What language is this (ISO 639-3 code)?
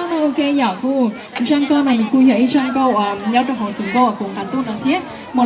hmn